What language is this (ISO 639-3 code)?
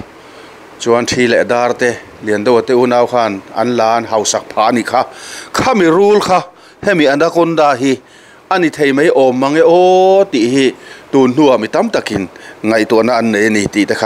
lus